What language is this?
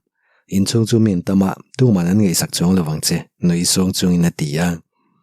Mizo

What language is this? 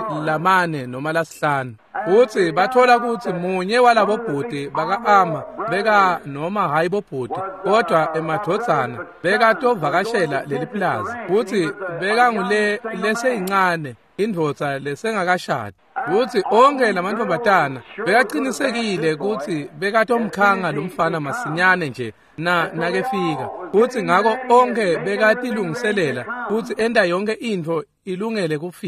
Swati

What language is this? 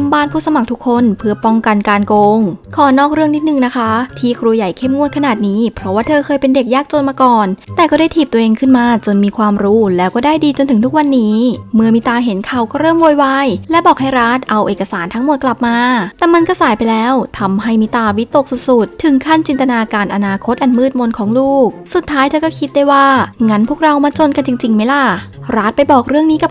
Thai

